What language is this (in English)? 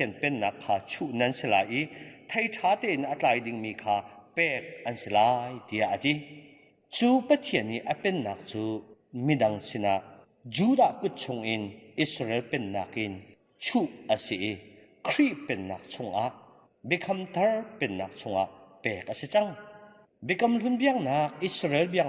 Hakha Chin